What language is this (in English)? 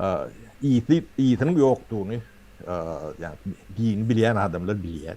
Turkmen